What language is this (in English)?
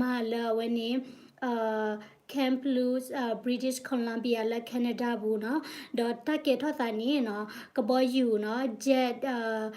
S'gaw Karen